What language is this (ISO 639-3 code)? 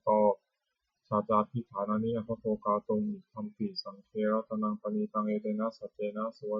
pli